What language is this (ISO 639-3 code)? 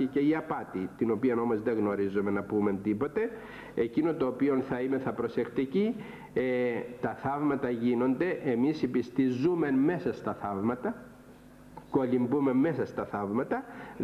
ell